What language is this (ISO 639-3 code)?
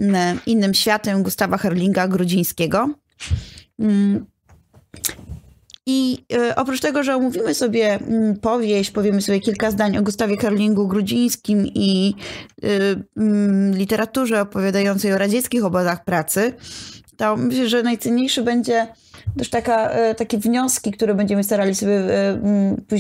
pol